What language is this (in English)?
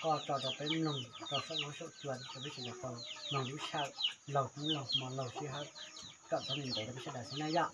Hmong